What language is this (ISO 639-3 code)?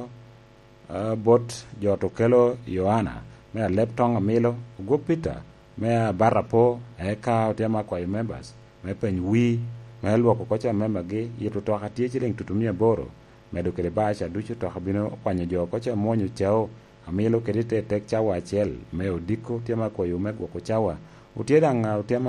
laj